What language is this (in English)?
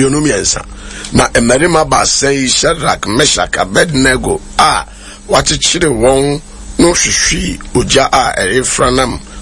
Akan